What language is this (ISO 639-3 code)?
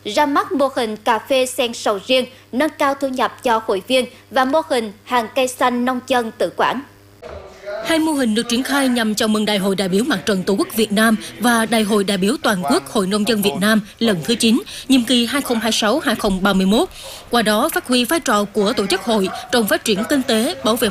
vie